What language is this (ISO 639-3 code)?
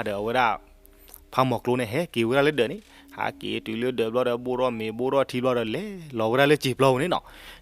ksw